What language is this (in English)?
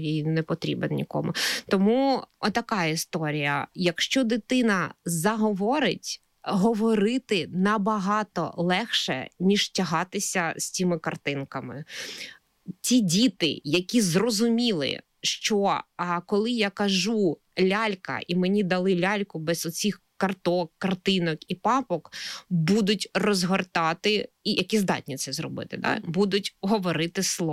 Ukrainian